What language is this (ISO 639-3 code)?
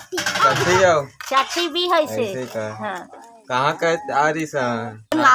hne